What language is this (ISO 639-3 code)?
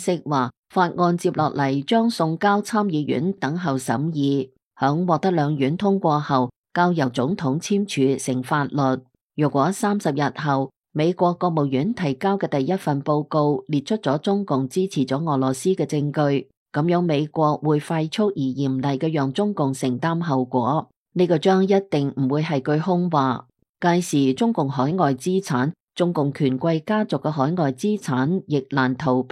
yue